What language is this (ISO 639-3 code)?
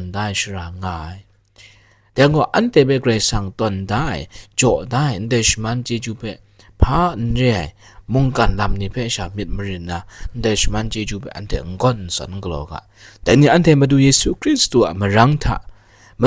kac